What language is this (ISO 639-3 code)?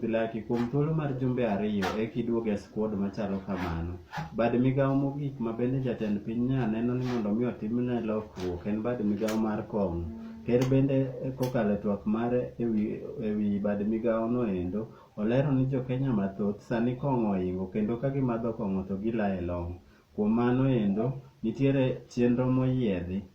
luo